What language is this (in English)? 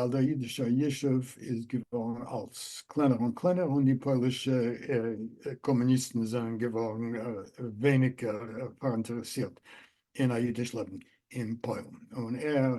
Yiddish